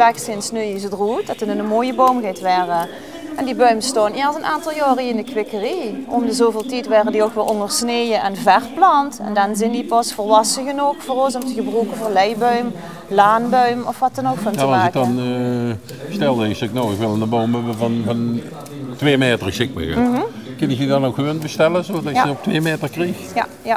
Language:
Limburgish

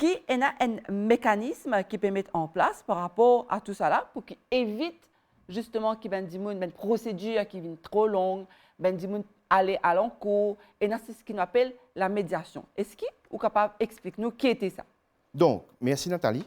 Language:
Morisyen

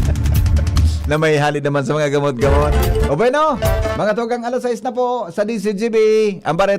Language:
Bikol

